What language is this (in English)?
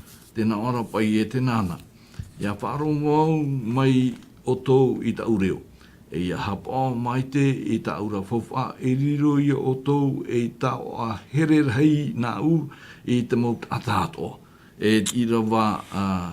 Tahitian